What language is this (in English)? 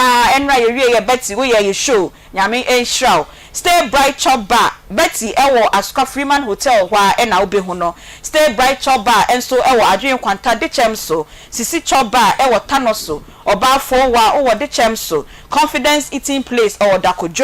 Akan